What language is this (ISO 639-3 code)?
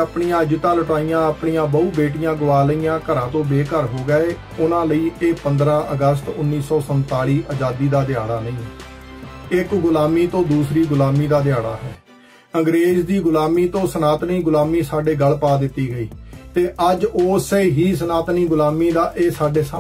pan